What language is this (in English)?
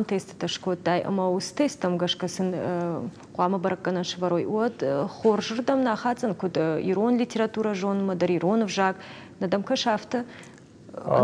Ossetic